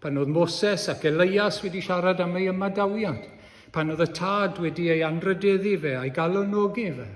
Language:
Welsh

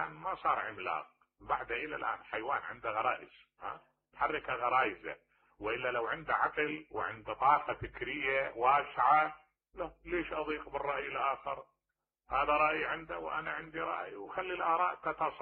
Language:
Mesopotamian Arabic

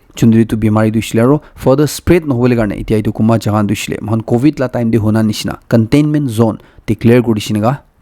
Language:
Naga Pidgin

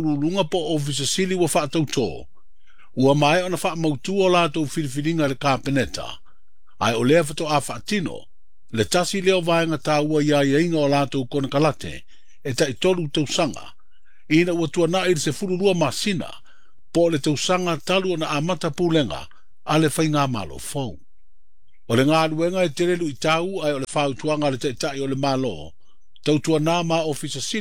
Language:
Samoan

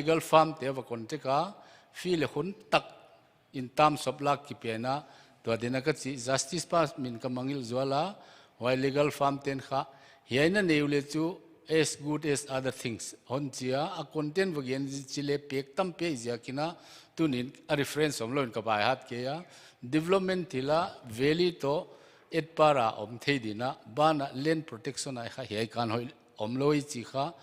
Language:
Paite Chin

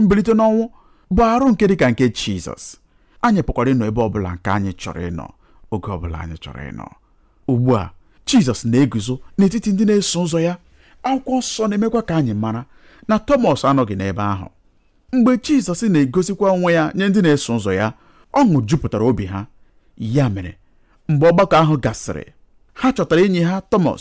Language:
Igbo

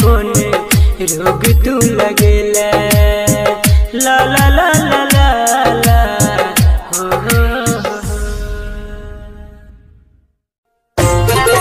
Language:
Maithili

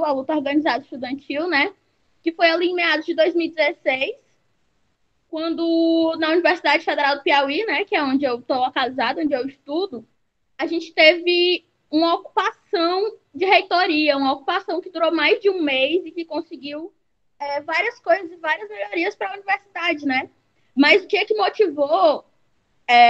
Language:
Portuguese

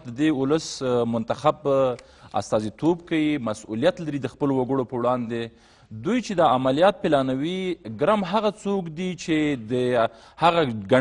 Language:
Pashto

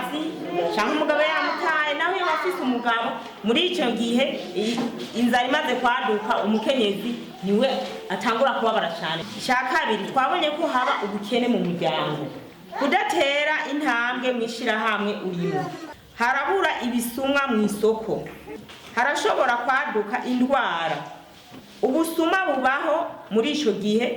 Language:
Rundi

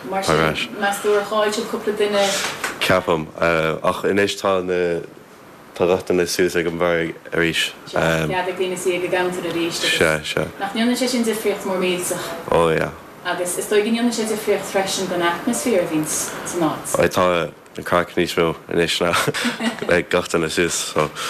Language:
Irish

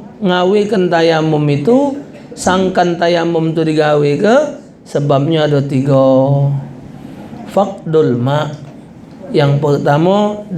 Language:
Musi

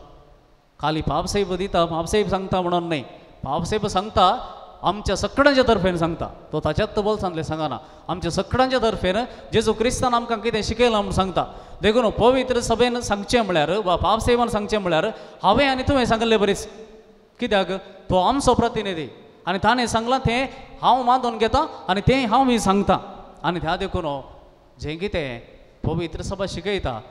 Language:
Konkani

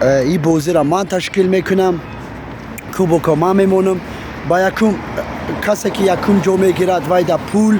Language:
Tajik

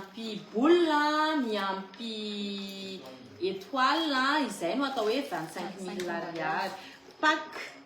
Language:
Malagasy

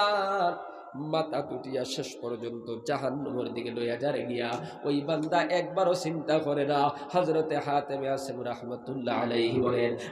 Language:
Sylheti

